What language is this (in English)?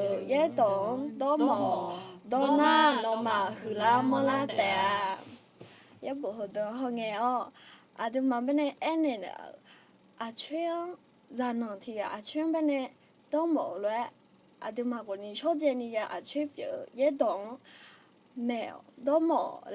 Akha